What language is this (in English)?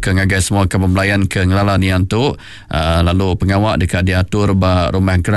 Iban